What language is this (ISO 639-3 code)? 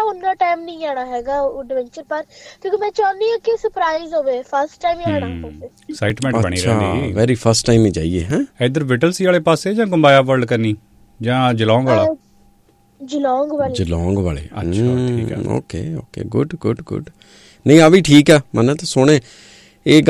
pan